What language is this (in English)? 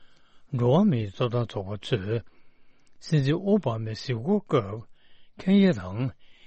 Tibetan